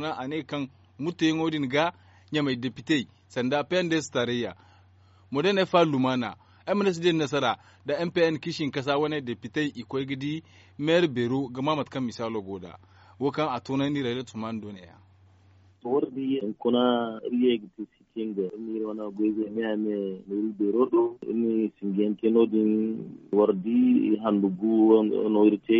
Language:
Zarma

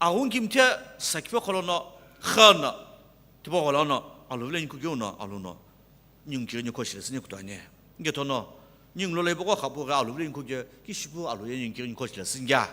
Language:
Sumi Naga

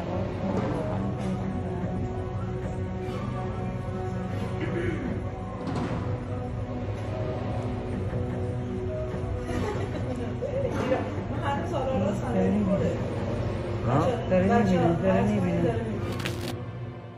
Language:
Persian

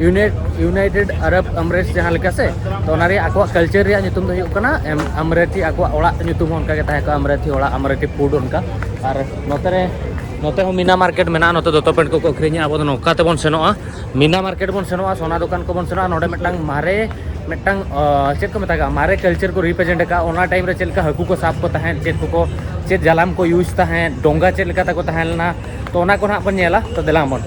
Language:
Santali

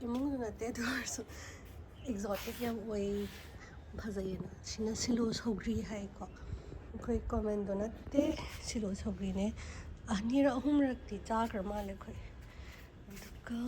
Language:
Manipuri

